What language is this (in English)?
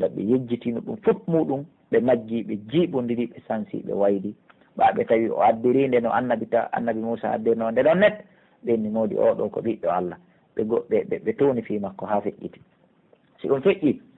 Pular